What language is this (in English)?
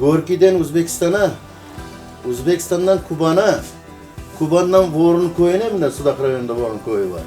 Crimean Tatar